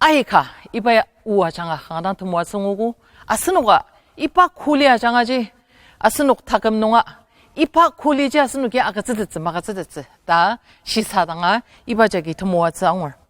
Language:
Ao Naga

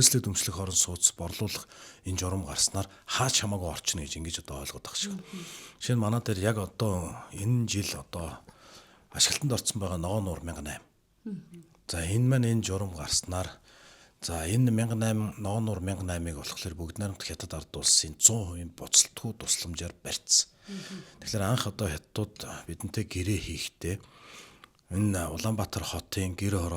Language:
Mongolian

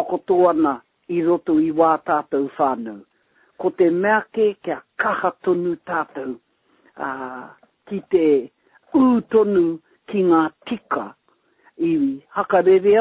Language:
Māori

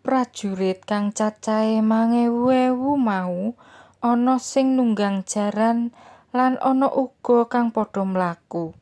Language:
Javanese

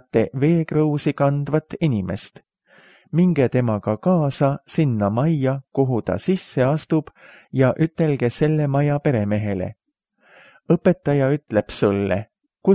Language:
Estonian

